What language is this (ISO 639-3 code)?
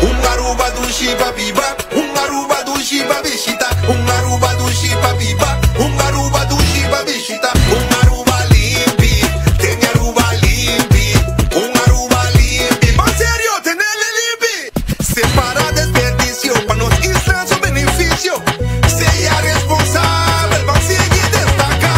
pap